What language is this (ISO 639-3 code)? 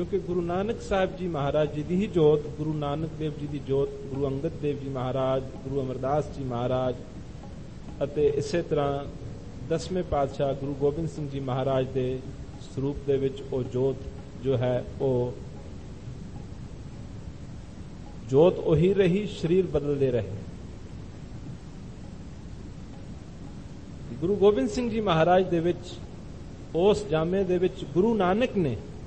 pan